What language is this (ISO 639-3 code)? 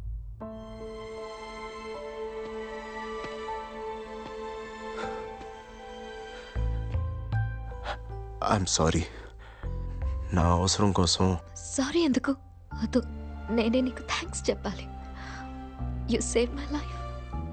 tel